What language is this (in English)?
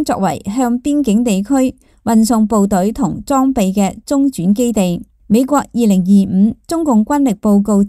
Cantonese